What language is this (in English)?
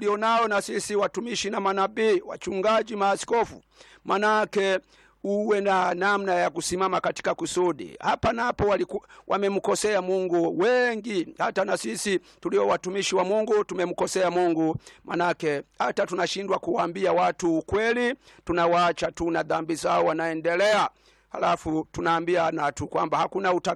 Swahili